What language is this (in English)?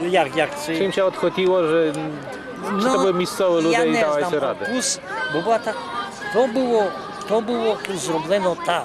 Rusyn